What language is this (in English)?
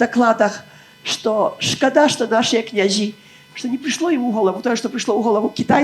Belarusian